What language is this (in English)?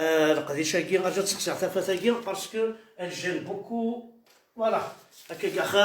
Kabyle